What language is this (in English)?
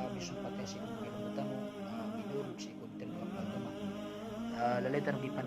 Maranao